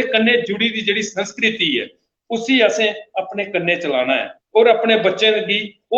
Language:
Dogri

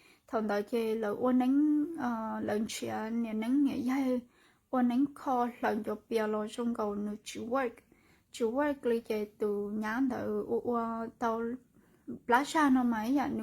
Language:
Hmong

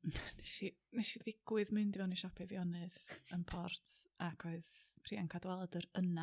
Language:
Welsh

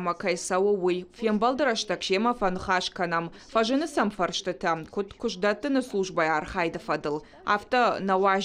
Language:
Ossetic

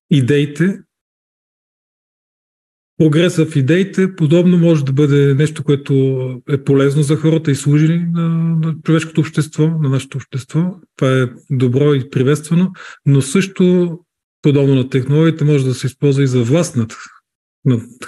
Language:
Bulgarian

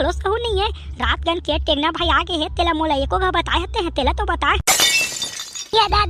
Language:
Chhattisgarhi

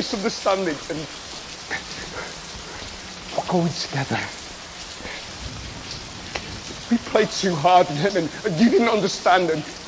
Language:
English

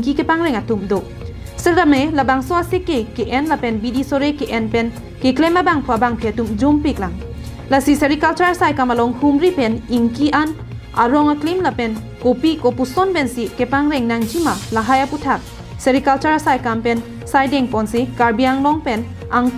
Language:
Karbi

